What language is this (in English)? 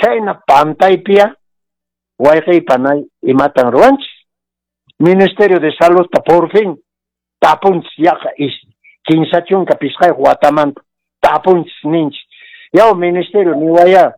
Quechua